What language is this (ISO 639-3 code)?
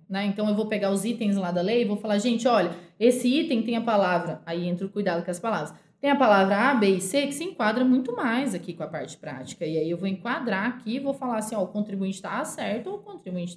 por